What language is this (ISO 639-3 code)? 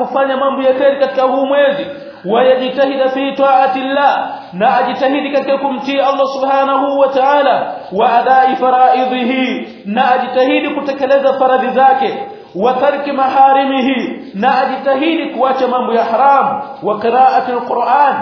swa